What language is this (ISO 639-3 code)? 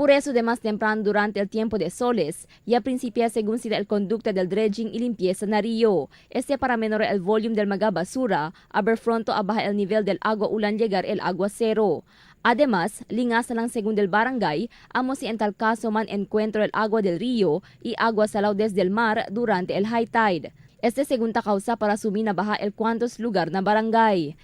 cbk